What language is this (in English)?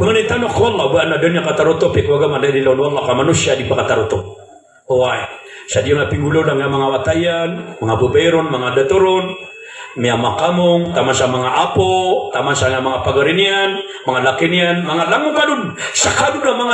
Maranao